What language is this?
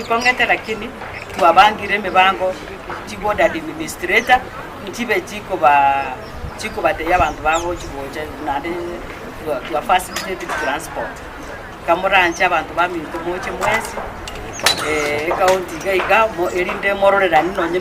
Gusii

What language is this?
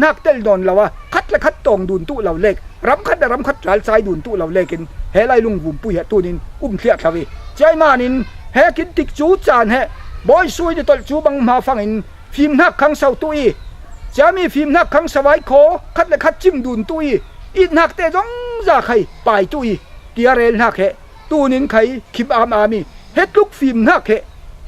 Falam Chin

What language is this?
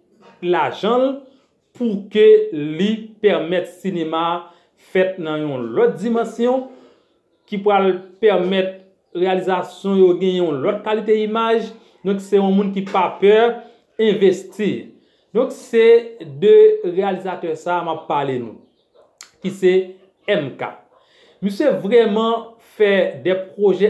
Haitian Creole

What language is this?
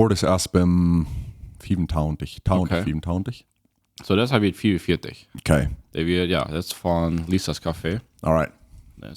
Plautdietsch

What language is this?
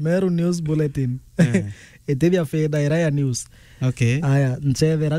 Meru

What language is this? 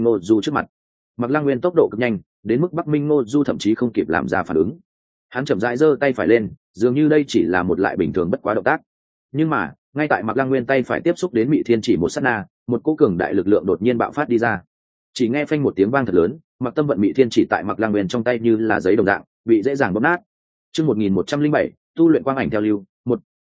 Vietnamese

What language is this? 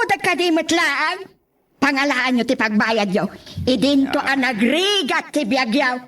Iloko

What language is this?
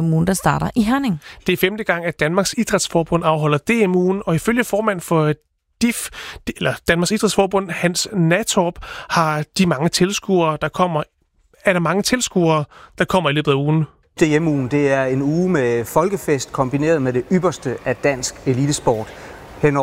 Danish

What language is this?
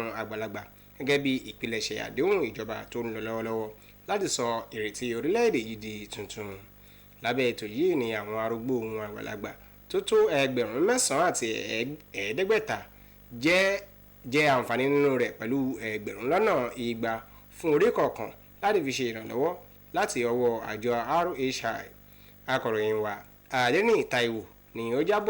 Yoruba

